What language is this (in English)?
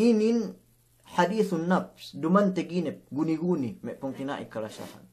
Yakan